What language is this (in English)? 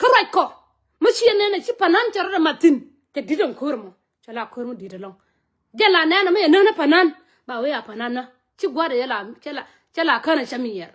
Nuer